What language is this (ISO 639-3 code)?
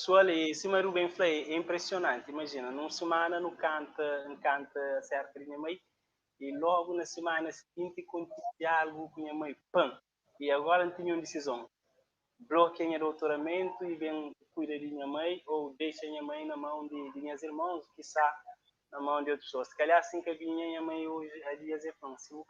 kea